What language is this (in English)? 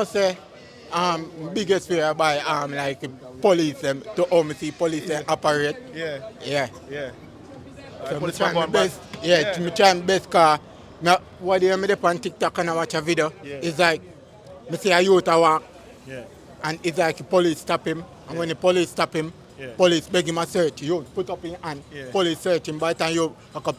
Jamaican Creole English